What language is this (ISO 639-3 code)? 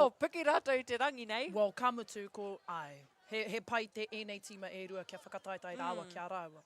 mri